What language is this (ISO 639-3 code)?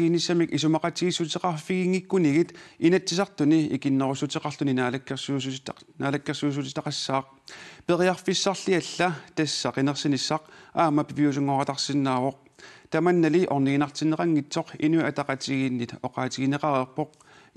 kal